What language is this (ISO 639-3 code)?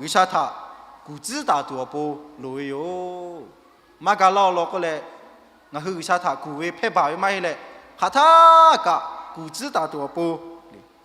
lhu